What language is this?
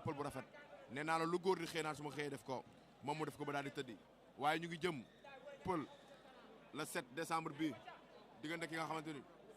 Wolof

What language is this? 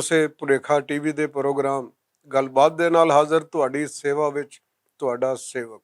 Western Panjabi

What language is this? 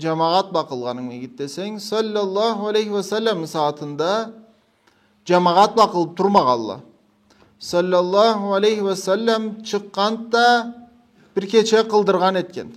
Karachay-Balkar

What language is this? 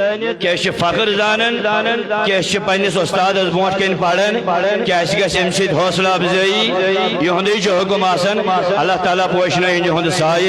Kashmiri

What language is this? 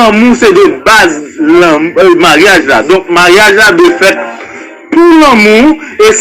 Haitian Creole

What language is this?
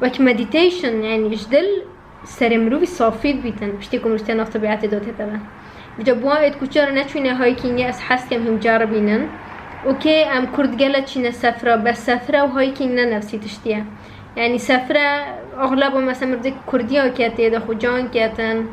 Kurdish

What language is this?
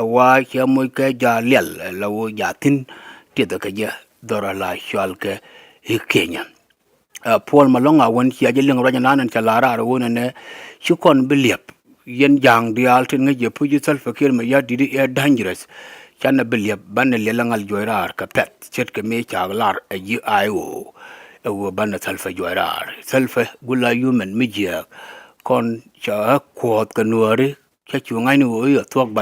Nuer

